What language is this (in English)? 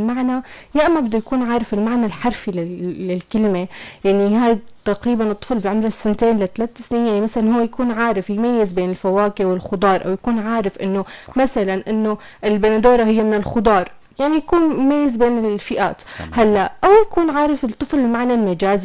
North Levantine Arabic